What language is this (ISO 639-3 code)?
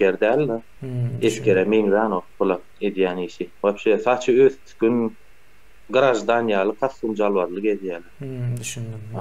tuk